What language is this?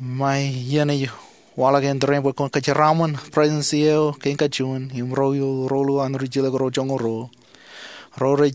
Marshallese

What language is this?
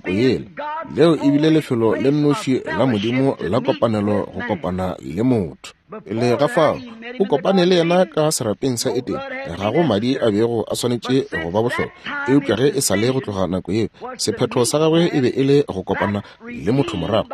Northern Sotho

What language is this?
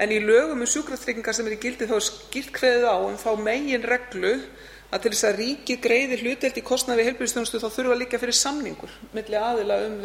Icelandic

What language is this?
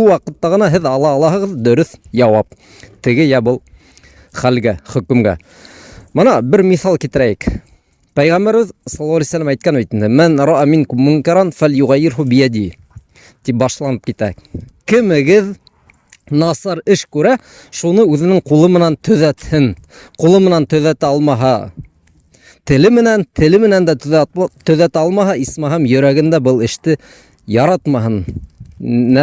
Bashkir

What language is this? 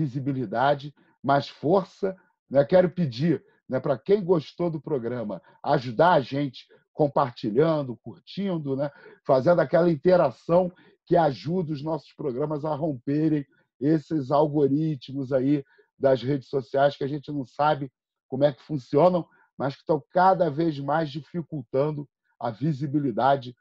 Portuguese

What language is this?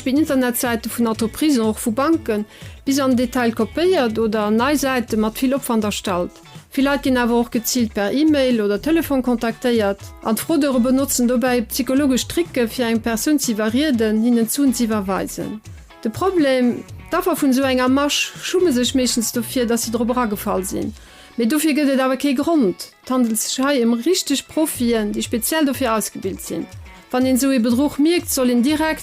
Luxembourgish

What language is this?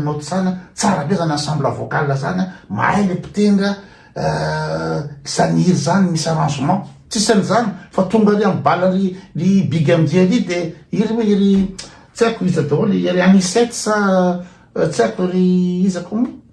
Malagasy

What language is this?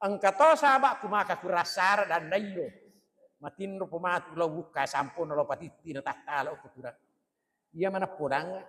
Buginese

